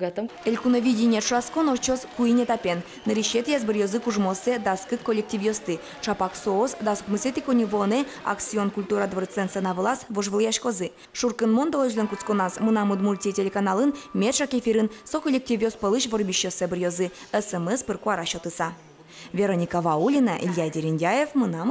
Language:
Udmurt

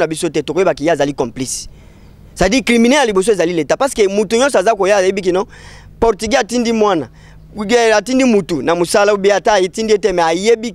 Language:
Lingala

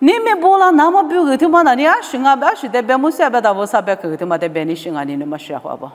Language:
Lisu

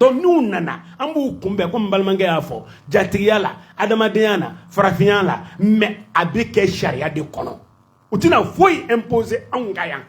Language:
Bambara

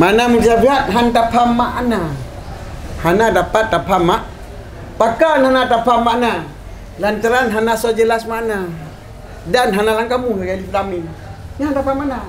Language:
Achinese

